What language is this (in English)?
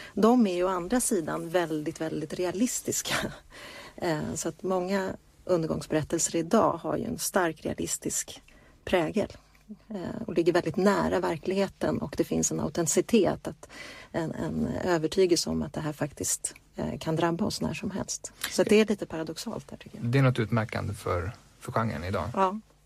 Swedish